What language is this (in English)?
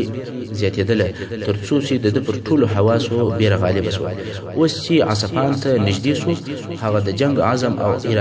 Pashto